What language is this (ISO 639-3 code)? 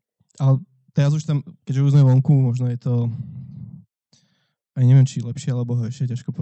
slk